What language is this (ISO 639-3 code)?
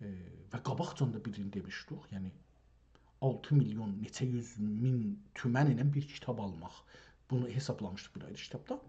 azb